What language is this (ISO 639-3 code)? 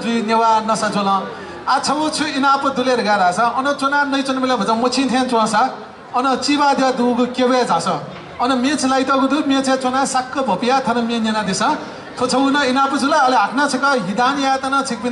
new